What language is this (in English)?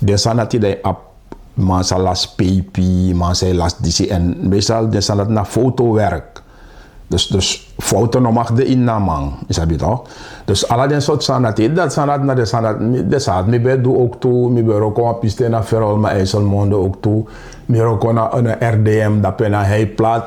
Sranan Tongo